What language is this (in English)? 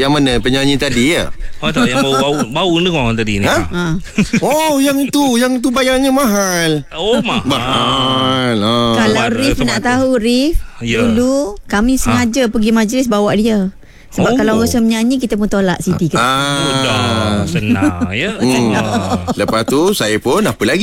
Malay